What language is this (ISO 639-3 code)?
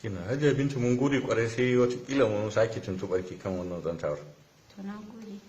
hau